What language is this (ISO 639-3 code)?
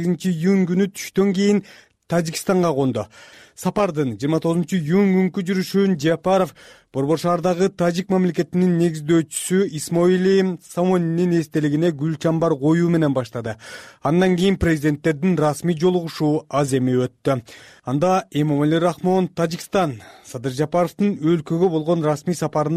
kir